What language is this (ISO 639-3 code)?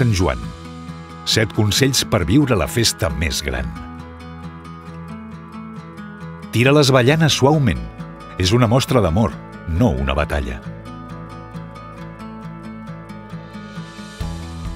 cat